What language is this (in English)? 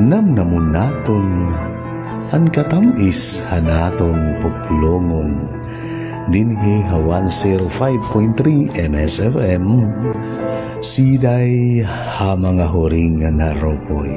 Waray